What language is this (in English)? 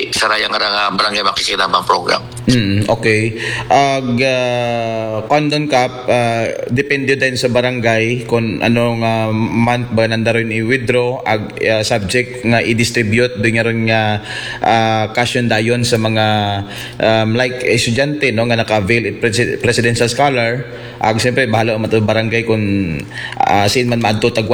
Aklanon